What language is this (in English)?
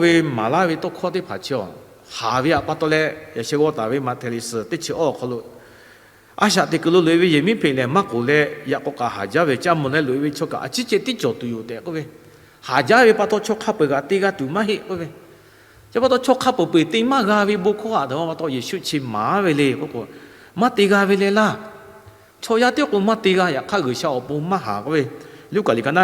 Lahu